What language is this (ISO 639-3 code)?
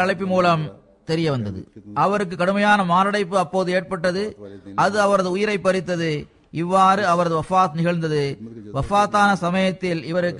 tam